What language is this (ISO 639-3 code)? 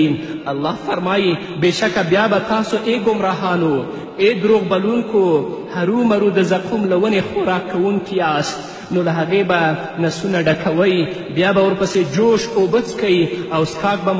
pus